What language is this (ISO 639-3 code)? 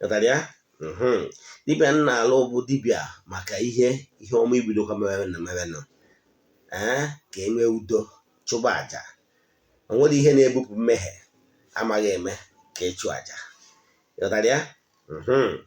ibo